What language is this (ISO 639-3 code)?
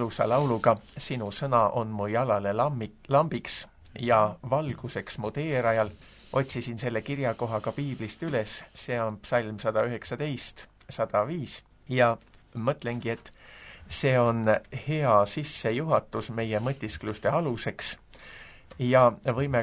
est